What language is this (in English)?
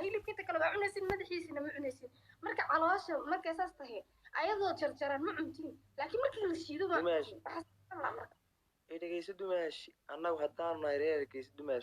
Somali